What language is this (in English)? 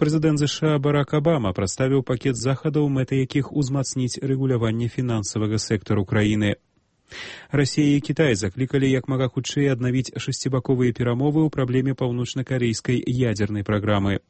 Belarusian